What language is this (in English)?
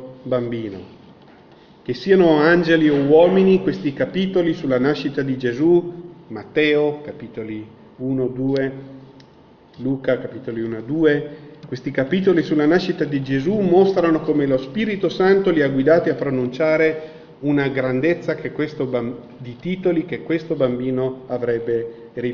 Italian